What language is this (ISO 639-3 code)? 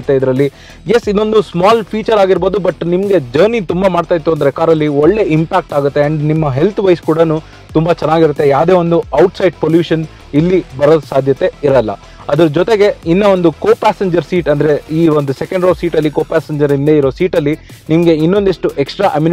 kan